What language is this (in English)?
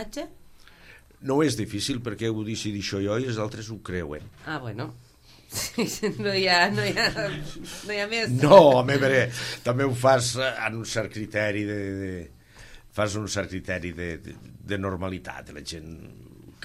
Catalan